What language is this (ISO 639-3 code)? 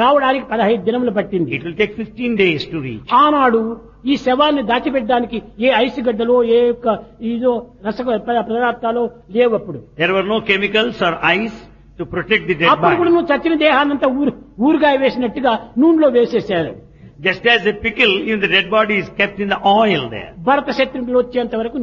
tel